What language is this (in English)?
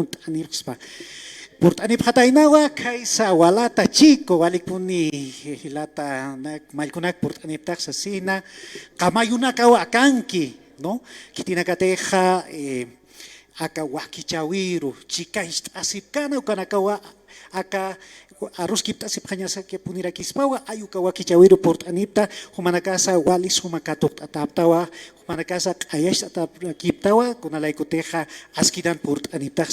Aymara